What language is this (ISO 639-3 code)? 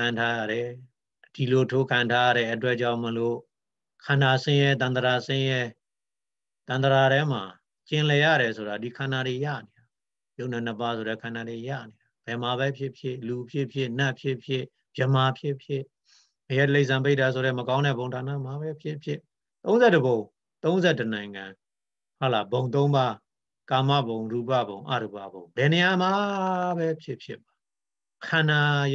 mya